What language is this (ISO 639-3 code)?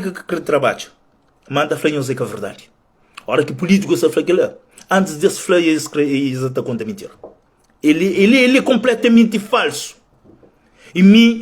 kea